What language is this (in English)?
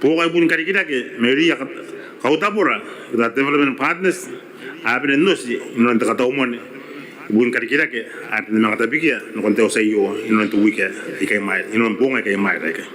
Gilbertese